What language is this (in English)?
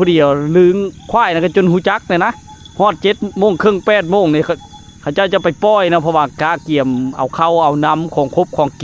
Lao